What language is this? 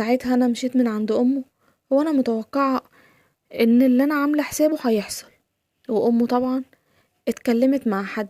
Egyptian Arabic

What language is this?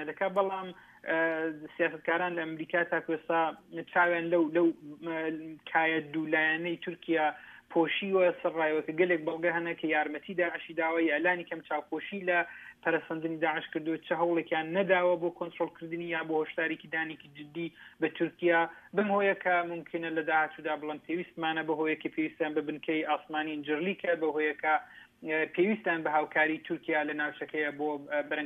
Central Kurdish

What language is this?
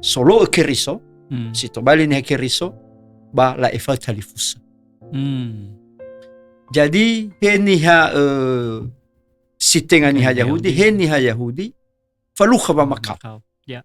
Nias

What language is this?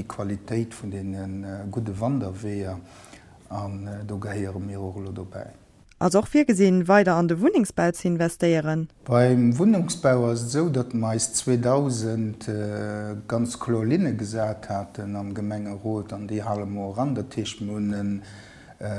Luxembourgish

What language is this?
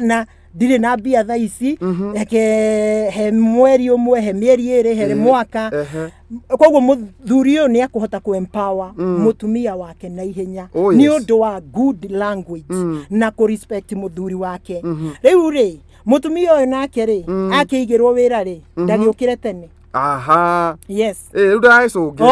Kikuyu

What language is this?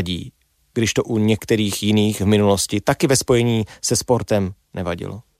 Czech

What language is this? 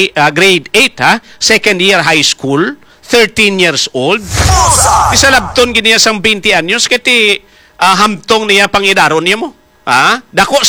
Hiligaynon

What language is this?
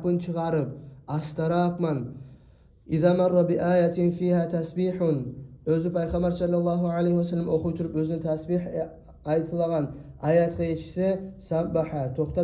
Kumyk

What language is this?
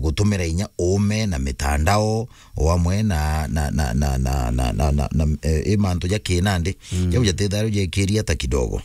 Meru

